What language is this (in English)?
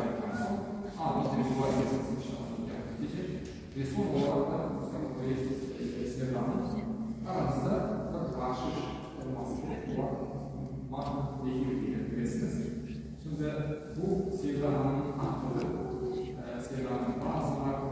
Crimean Tatar